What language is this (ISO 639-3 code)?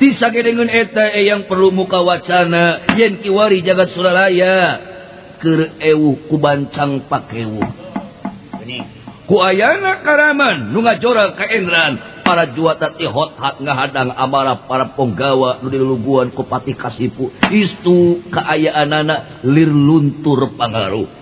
sun